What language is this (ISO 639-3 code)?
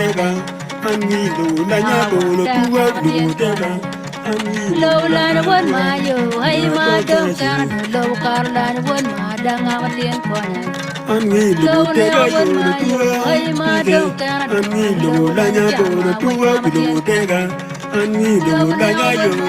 ach